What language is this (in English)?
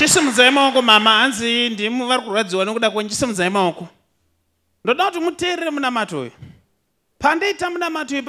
Shona